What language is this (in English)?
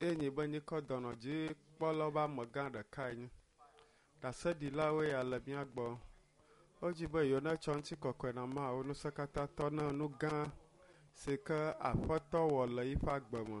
Ewe